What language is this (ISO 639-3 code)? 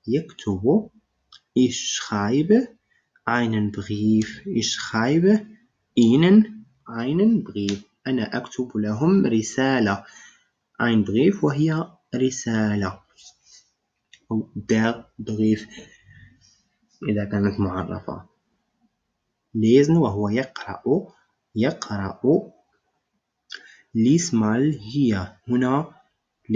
ara